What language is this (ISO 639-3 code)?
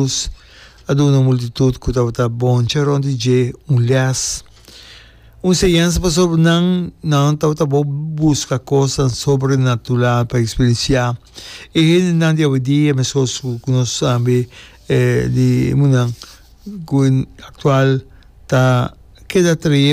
pap